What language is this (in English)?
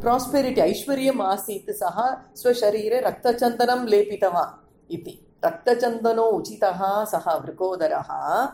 Sanskrit